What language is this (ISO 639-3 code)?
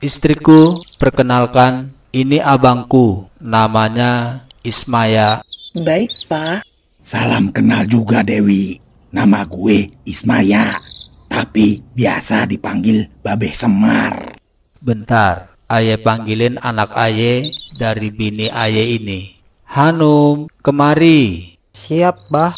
bew